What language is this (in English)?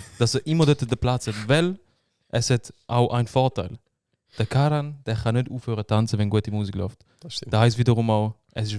Swiss German